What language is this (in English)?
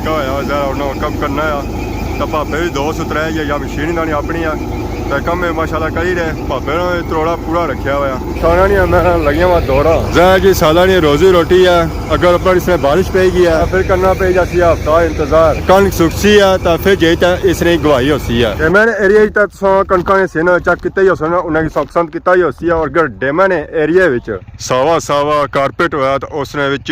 Pahari-Potwari